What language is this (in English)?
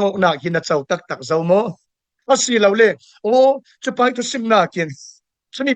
Falam Chin